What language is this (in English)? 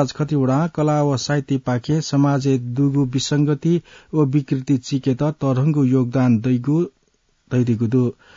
Newari